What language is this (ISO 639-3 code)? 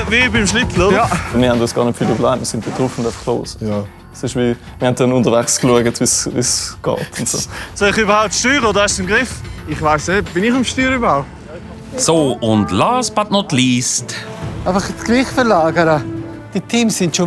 gsw